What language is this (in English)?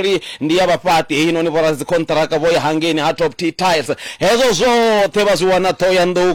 Venda